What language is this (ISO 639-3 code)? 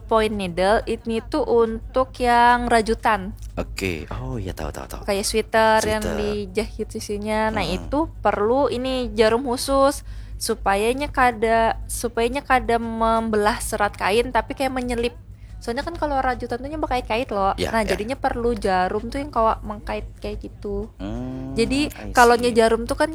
bjn